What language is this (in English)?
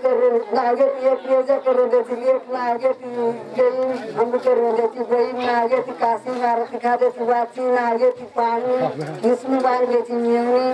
Marathi